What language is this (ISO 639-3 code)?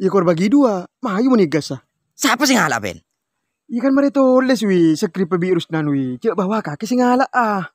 mad